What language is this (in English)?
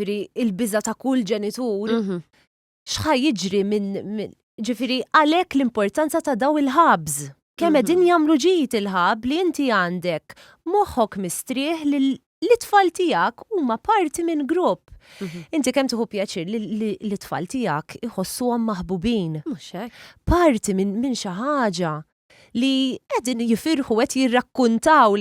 Maltese